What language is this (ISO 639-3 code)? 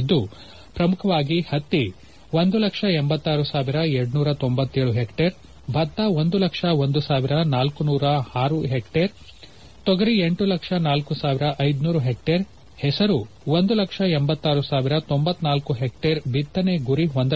kan